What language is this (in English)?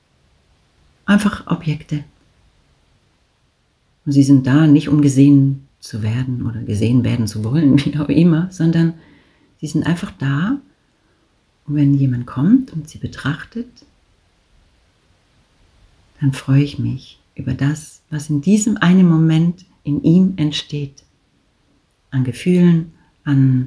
German